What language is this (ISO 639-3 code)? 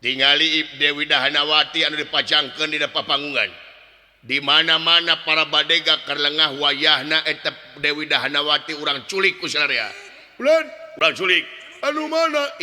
sun